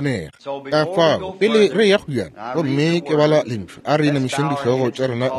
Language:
Northern Sotho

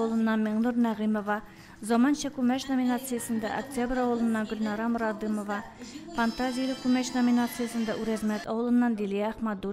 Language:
Tatar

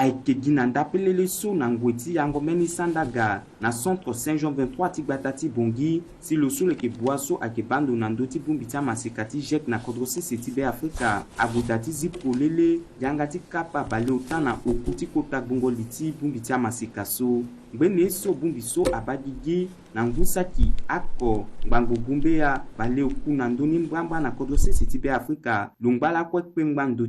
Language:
Sango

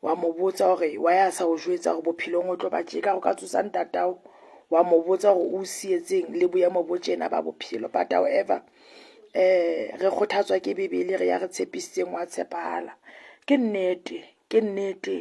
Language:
Southern Sotho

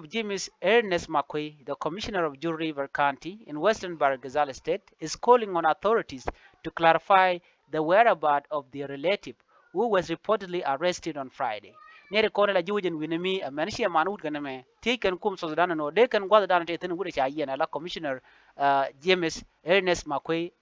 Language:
Nuer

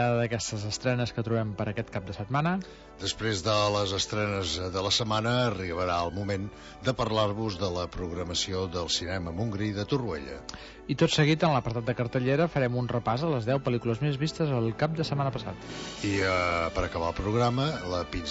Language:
Catalan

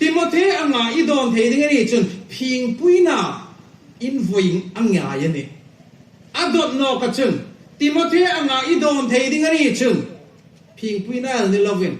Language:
Hmar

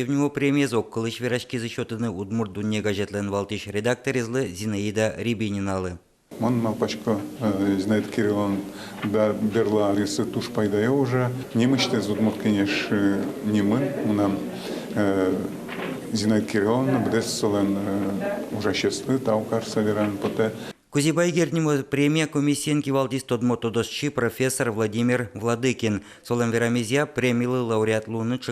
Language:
Udmurt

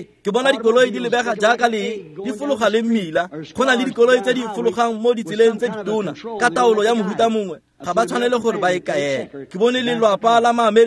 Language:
Tswana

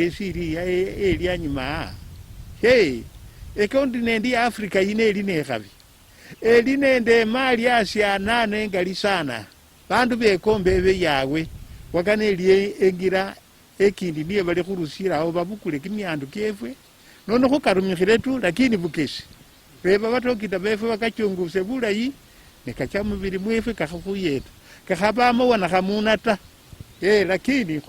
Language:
Luyia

